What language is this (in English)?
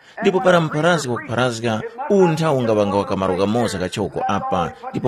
Tumbuka